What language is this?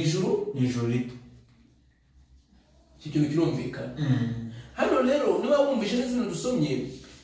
Kinyarwanda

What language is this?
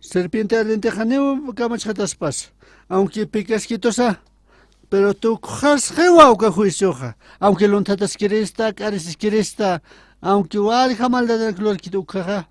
Aymara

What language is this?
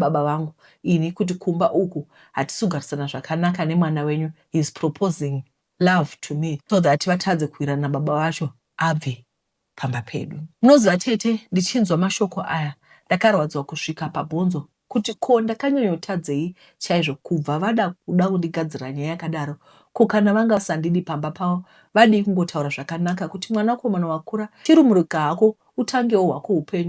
Shona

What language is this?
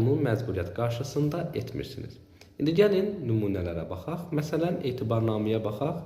Azerbaijani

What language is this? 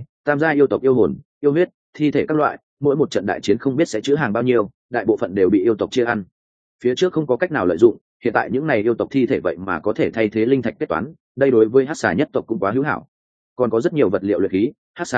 Vietnamese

